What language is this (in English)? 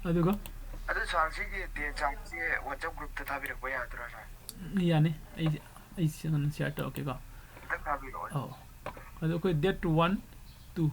Manipuri